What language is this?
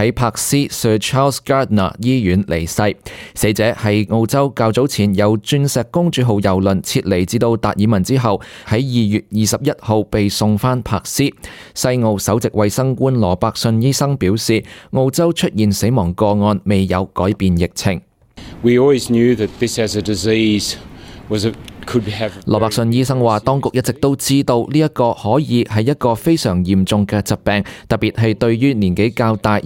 Cantonese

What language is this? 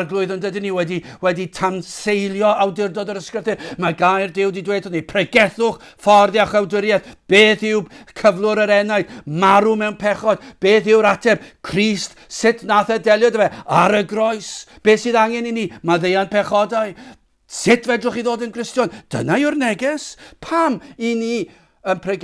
Welsh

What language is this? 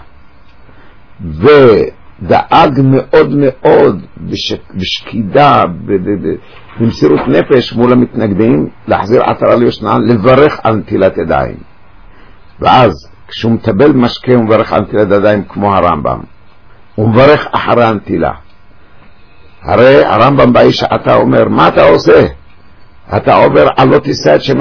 Hebrew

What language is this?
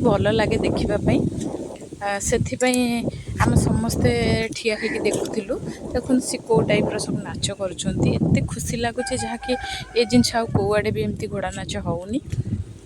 Odia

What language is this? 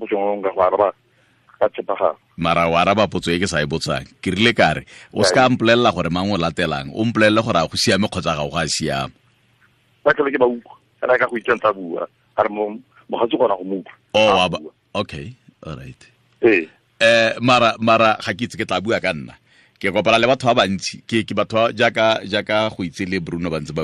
Tswana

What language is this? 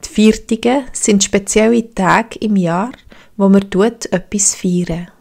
Swiss German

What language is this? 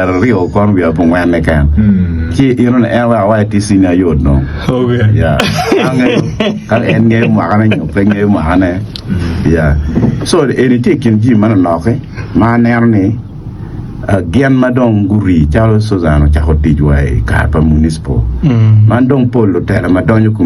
Acoli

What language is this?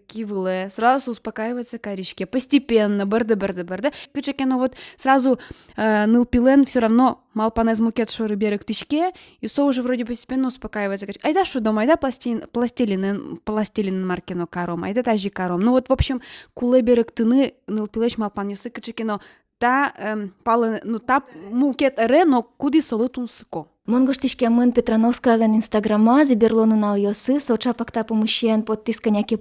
Udmurt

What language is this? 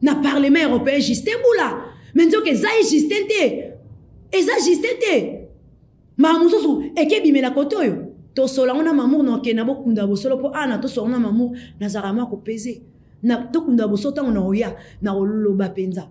Lingala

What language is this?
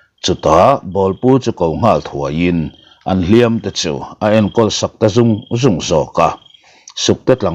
Mizo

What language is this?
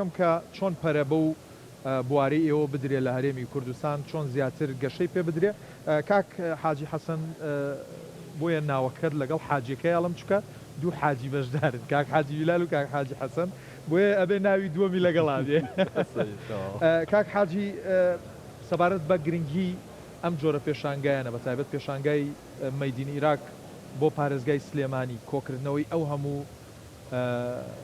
Central Kurdish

